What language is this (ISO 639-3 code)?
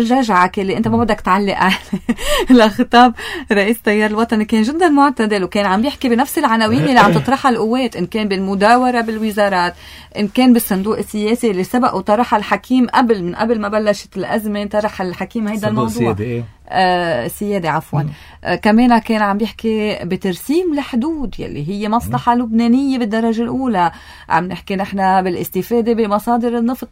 apc